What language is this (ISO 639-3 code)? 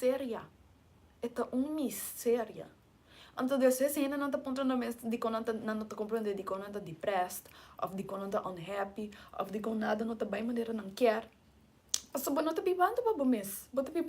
pap